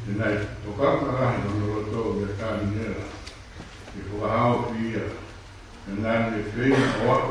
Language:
Tongan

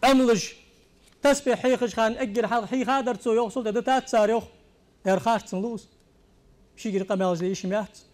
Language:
Ingush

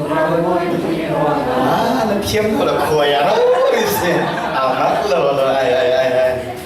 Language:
Falam Chin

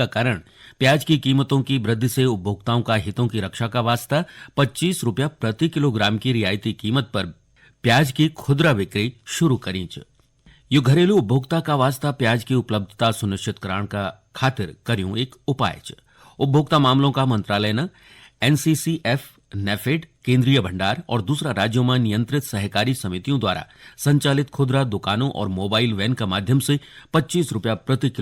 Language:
Garhwali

